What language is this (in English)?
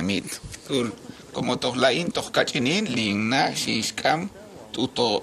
Kekchí